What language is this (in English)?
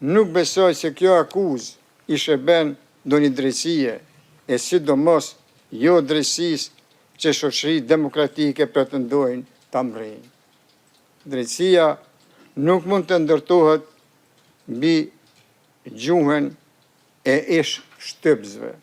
Albanian